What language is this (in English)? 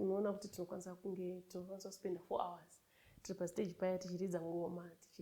Shona